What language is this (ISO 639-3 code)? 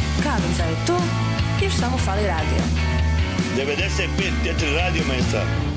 hrv